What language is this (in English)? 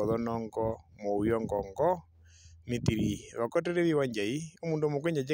Herero